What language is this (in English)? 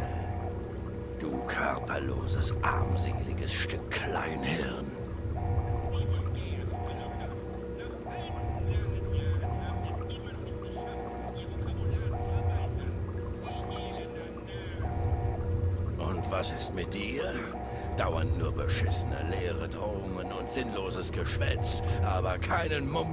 German